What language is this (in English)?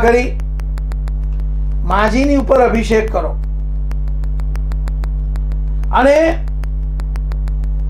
Gujarati